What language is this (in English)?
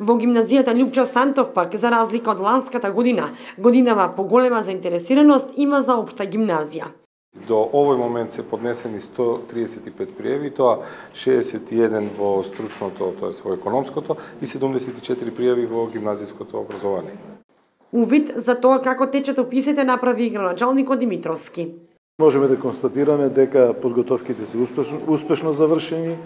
Macedonian